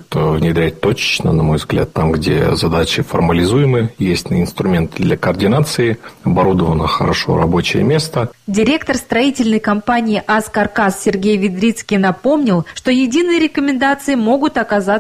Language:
Russian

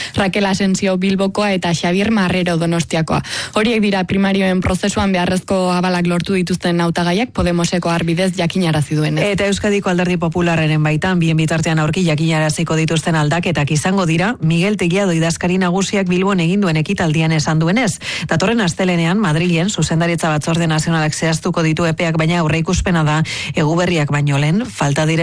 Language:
Basque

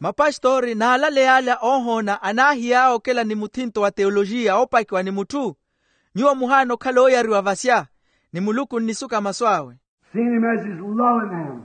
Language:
Makhuwa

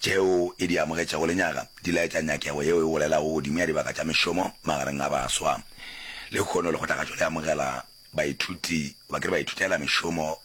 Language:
Northern Sotho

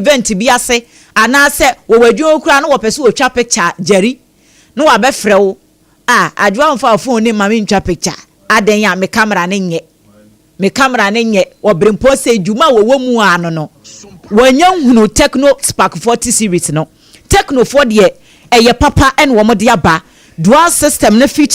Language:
Akan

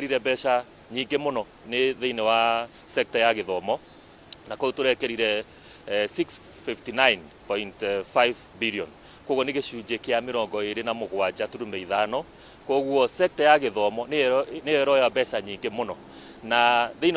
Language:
Kikuyu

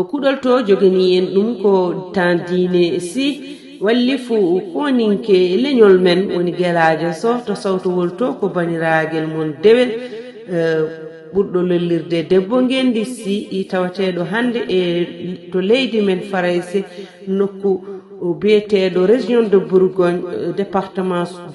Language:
Fula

